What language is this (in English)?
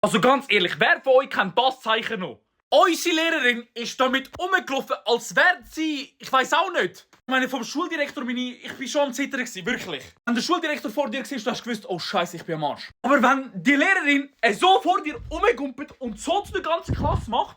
Swiss German